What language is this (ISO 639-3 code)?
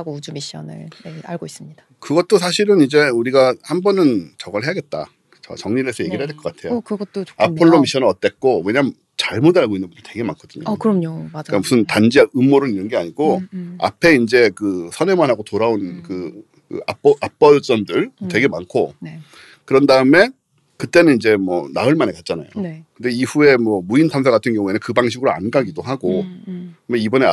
kor